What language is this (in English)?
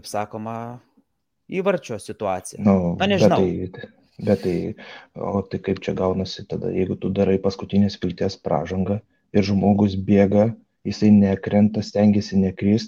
Lithuanian